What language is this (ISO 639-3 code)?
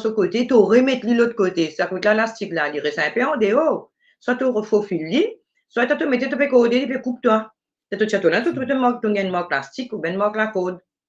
mfe